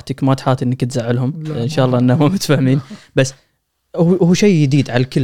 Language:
Gulf Arabic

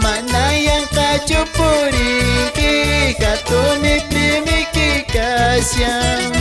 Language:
Quechua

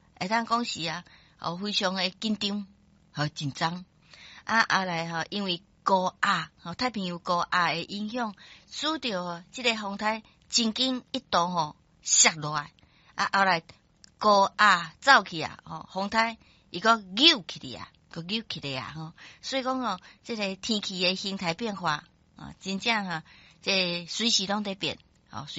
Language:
Min Nan Chinese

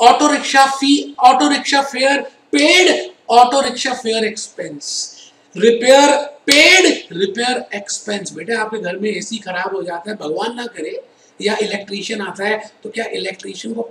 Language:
Hindi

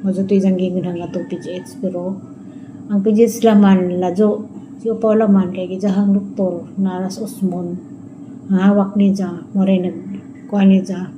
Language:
Cebuano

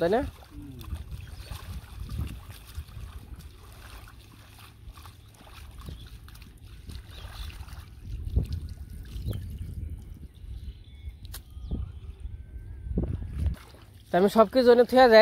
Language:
Bangla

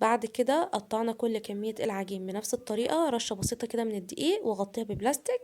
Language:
Egyptian Arabic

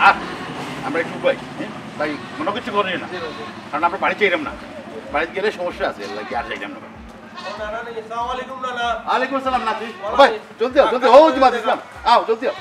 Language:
Sylheti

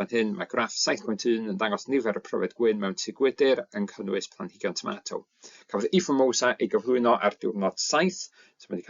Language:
Welsh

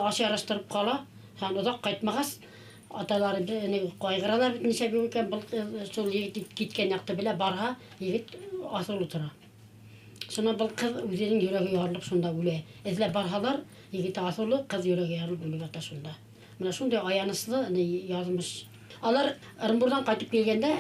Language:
Bashkir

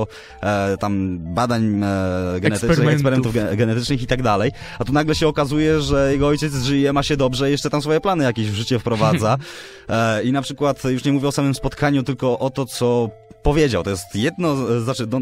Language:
Polish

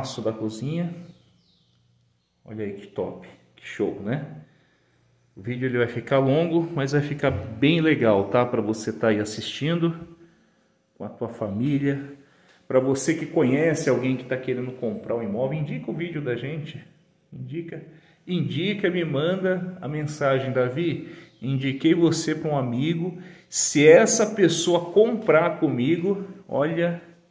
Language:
Portuguese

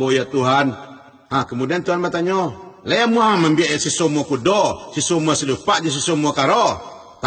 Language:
Minangkabau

